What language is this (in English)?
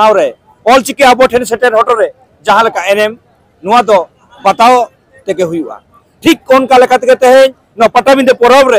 Santali